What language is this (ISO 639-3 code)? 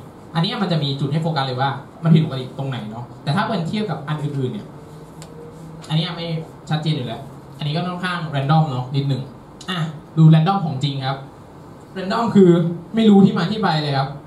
tha